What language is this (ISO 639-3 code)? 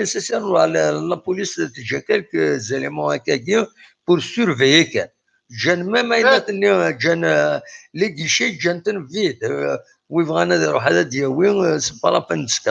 kab